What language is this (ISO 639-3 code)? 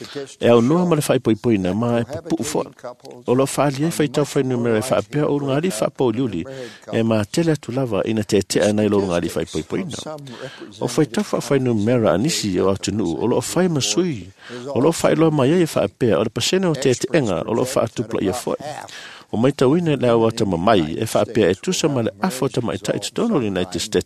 smo